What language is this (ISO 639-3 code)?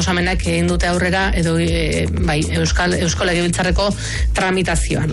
eus